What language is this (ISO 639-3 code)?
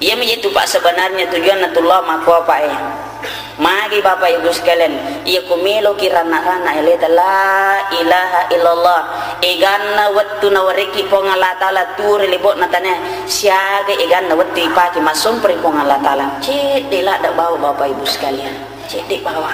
bug